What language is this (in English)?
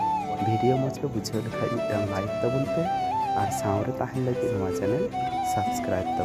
Santali